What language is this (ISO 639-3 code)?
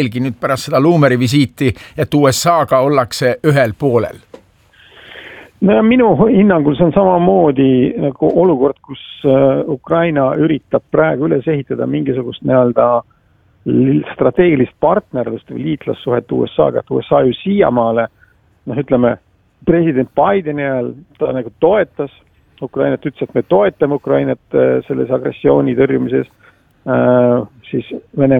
est